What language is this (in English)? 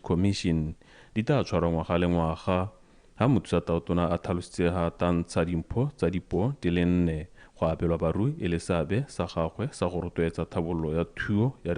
Tswana